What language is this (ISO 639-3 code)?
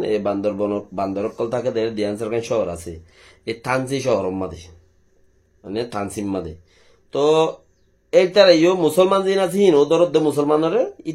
rhg